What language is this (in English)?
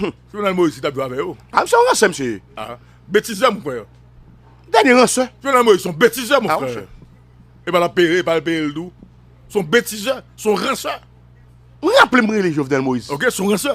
Haitian Creole